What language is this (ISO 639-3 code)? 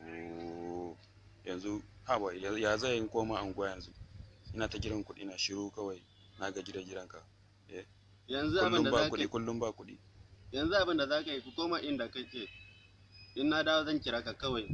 hau